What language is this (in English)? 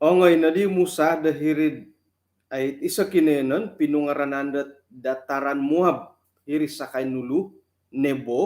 Central Dusun